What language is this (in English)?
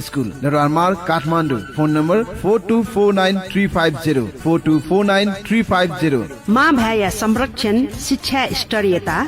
Newari